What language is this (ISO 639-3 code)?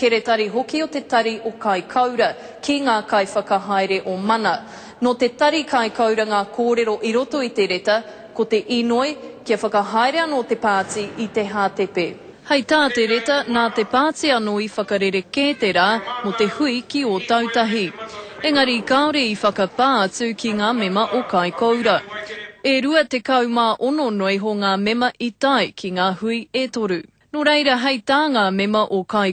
mri